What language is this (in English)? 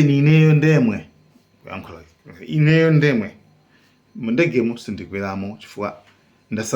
Nyanja